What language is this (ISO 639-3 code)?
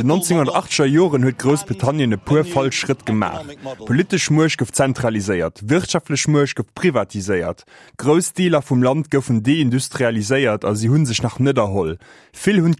ltz